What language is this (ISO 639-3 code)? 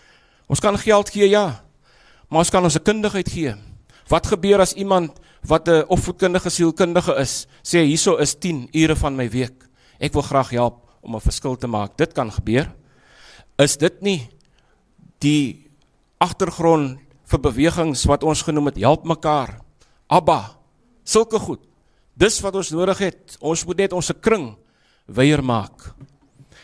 afr